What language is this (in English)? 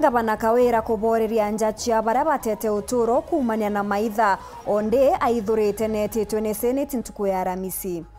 Meru